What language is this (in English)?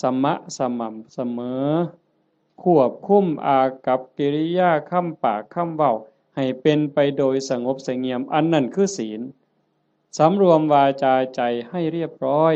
Northeastern Thai